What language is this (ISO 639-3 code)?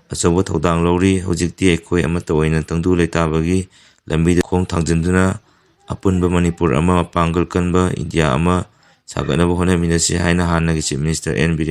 mni